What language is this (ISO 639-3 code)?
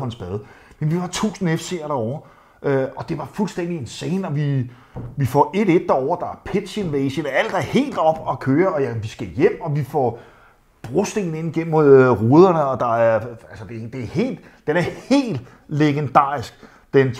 dan